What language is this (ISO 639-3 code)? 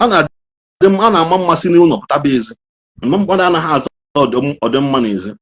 ibo